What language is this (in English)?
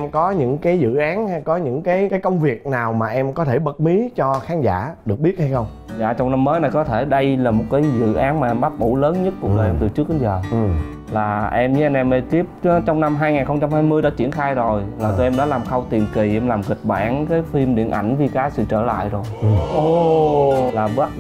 Vietnamese